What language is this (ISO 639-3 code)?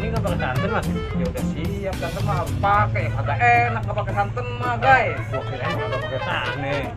bew